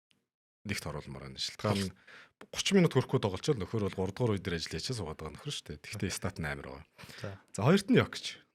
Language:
Mongolian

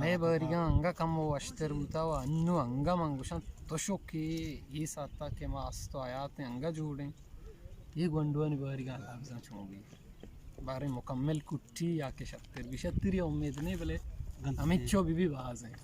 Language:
Eastern Balochi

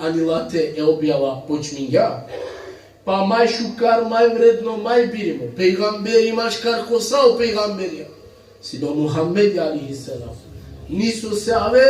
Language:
Balkan Romani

